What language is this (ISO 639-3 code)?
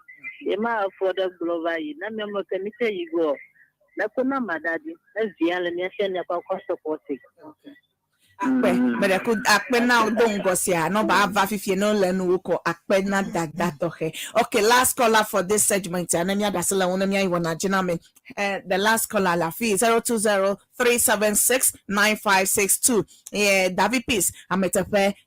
ewe